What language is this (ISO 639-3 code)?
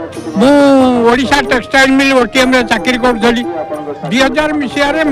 ori